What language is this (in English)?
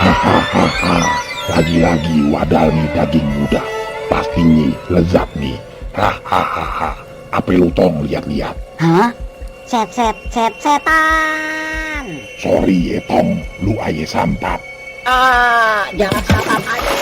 Betawi